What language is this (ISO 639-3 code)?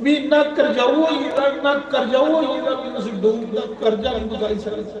doi